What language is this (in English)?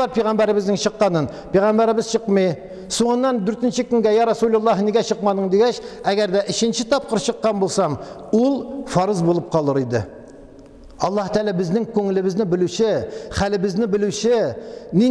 Tatar